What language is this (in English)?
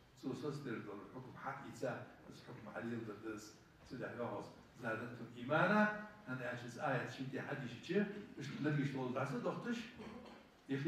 Ingush